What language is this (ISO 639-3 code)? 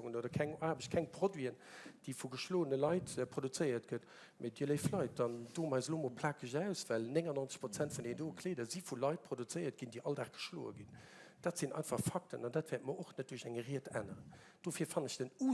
ltz